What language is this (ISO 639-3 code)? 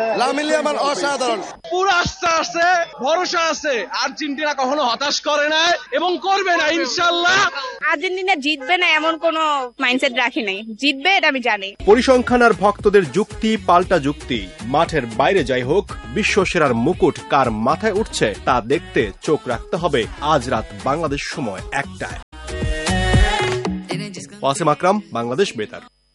ben